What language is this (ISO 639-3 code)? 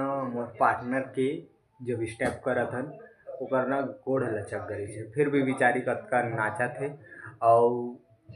hne